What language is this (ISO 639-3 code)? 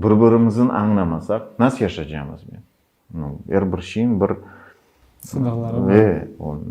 crh